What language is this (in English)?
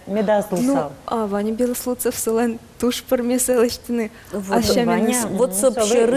Udmurt